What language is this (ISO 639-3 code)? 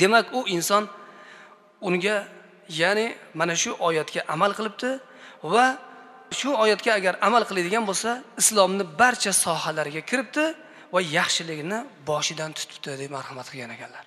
uzb